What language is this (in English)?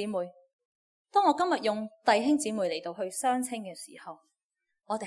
Cantonese